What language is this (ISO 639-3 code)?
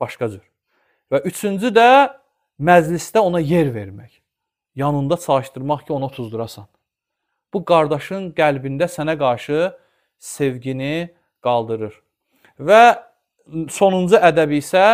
aze